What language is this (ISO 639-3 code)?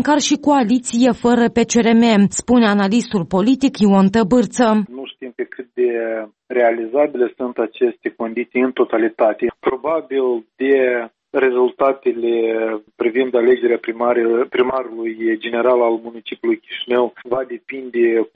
ron